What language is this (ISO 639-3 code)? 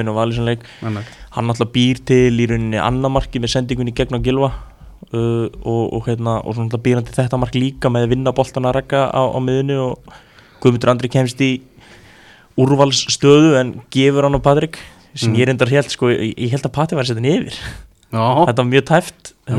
isl